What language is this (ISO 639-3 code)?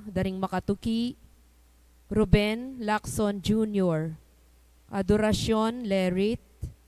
pam